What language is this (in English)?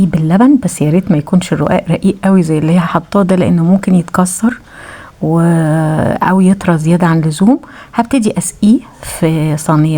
Egyptian Arabic